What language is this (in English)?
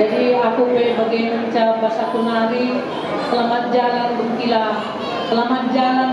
Batak Karo